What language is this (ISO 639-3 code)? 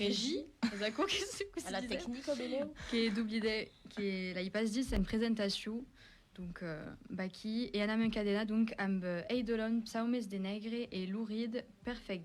oci